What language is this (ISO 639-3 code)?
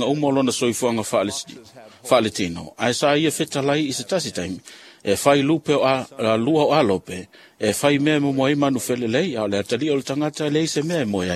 smo